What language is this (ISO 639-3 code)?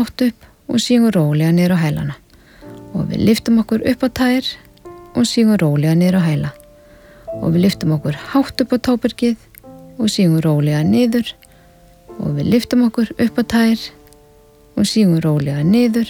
isl